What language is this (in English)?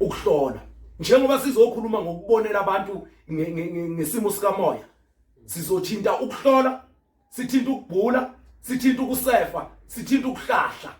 Zulu